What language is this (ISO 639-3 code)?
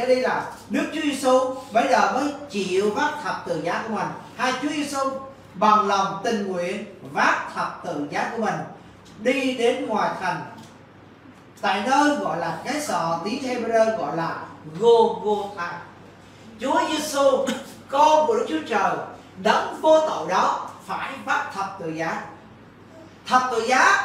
vie